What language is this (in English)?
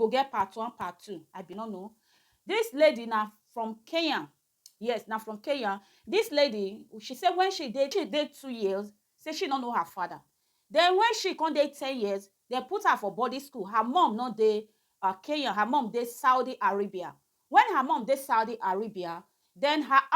Nigerian Pidgin